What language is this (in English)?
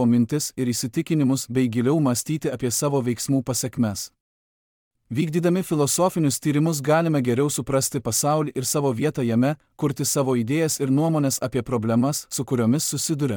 Lithuanian